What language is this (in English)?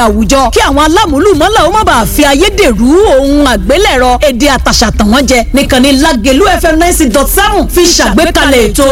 Yoruba